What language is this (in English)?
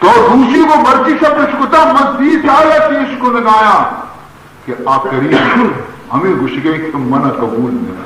Baluchi